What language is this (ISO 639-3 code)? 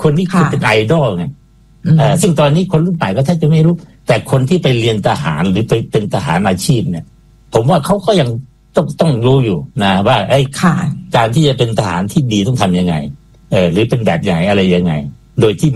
tha